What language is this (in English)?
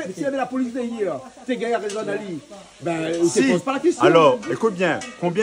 Réunion Creole French